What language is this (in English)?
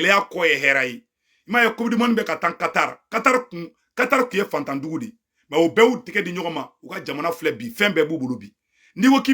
Bambara